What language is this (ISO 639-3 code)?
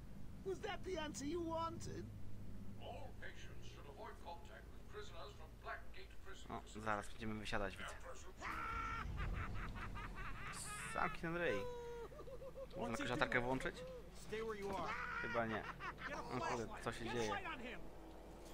pol